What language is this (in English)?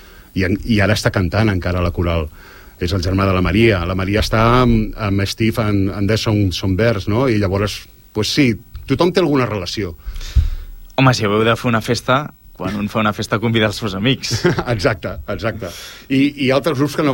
Catalan